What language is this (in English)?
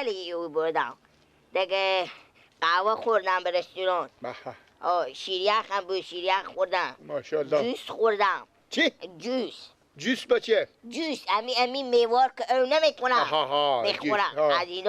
Persian